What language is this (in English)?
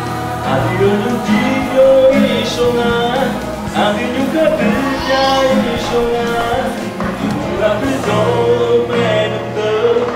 Akha